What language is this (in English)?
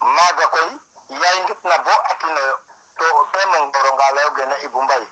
Serer